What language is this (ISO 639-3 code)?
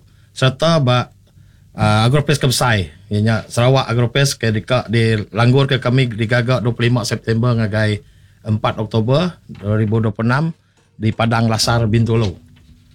iba